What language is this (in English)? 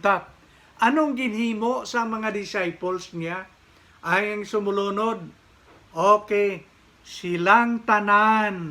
Hiligaynon